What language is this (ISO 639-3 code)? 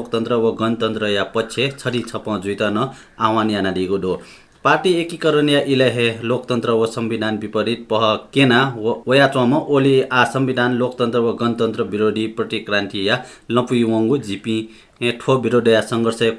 new